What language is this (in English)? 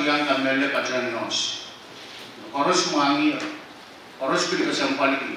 Pohnpeian